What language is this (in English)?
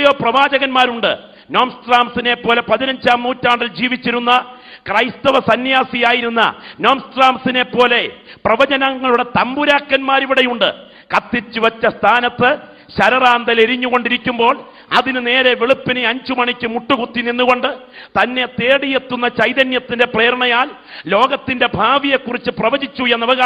Malayalam